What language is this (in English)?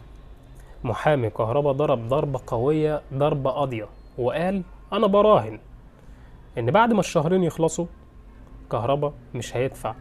Egyptian Arabic